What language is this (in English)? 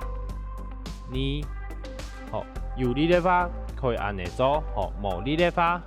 Hakka Chinese